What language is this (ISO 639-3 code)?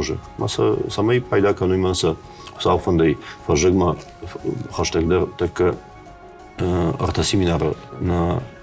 oss